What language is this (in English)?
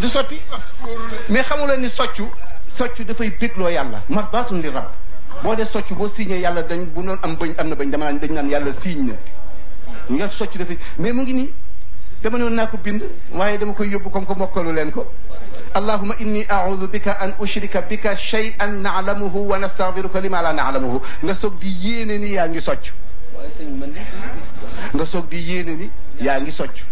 Wolof